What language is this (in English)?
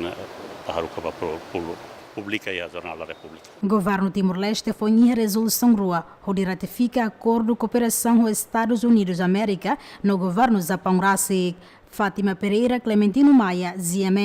Tetum